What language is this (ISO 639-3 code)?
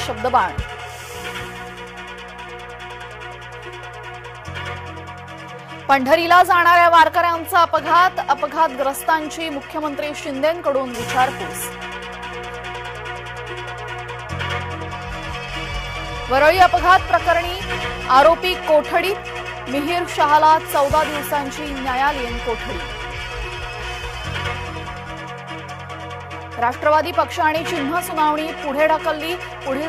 mar